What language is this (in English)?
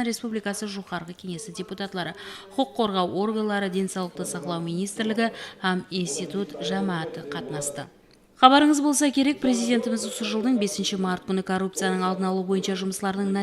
Kara-Kalpak